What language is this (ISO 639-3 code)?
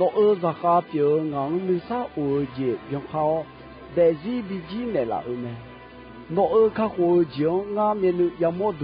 ahk